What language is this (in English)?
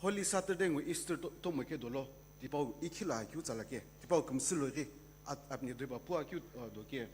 Sumi Naga